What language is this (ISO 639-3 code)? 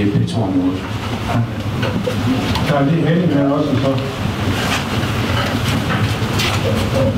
dan